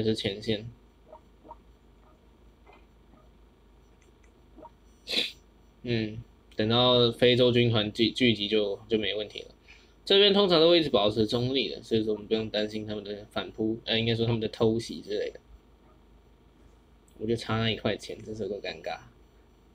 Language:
Chinese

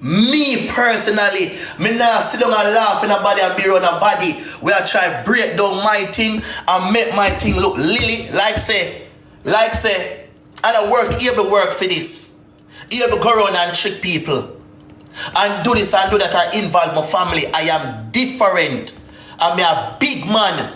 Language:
Jamaican Creole English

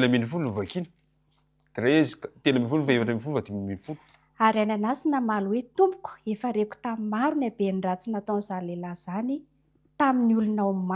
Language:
Malagasy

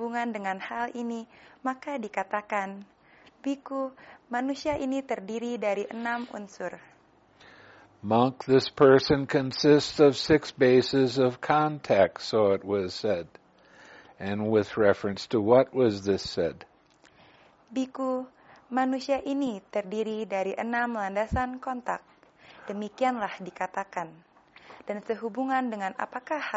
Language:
Indonesian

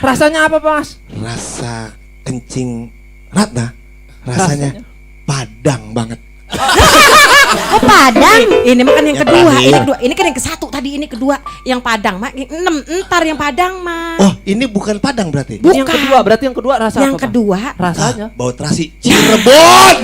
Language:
Betawi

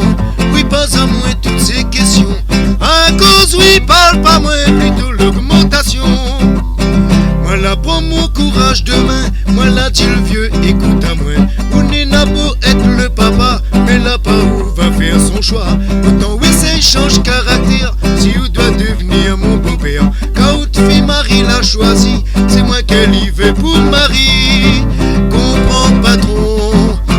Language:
Réunion Creole French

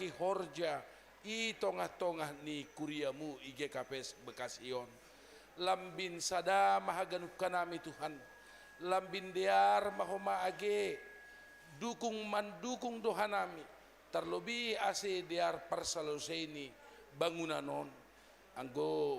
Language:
Batak Simalungun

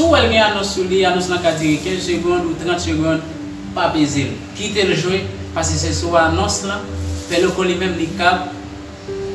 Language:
Haitian Creole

